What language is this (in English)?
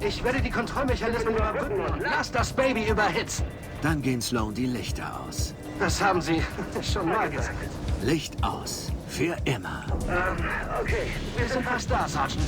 Bavarian